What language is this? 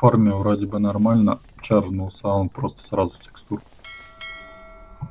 Russian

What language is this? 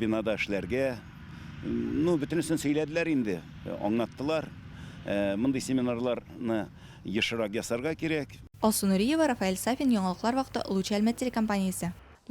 Tatar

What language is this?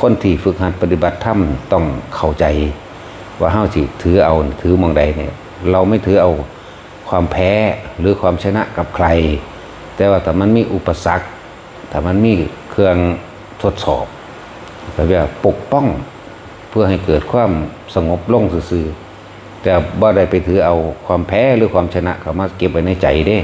Northeastern Thai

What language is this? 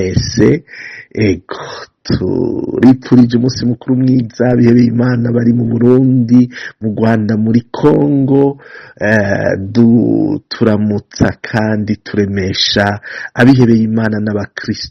Rundi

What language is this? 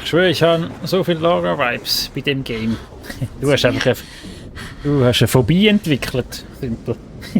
Swiss German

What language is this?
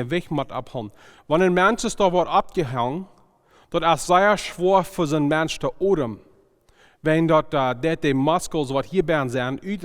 Plautdietsch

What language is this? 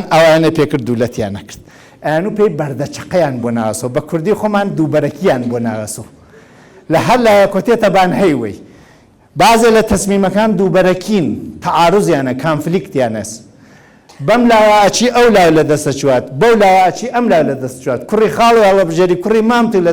Central Kurdish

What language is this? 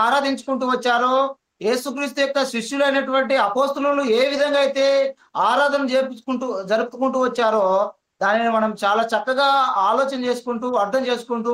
Telugu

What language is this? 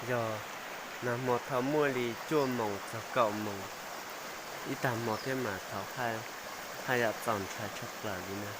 Hmong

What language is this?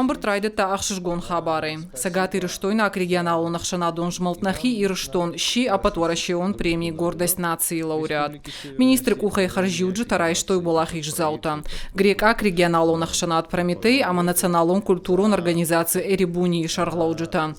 Ossetic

